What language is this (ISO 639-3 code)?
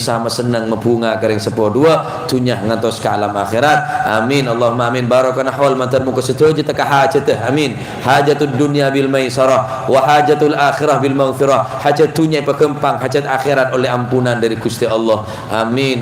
mad